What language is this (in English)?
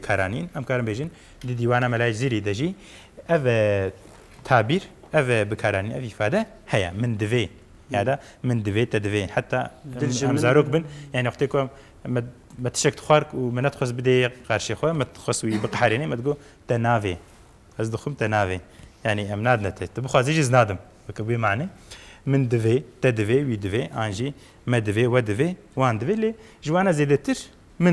Kurdish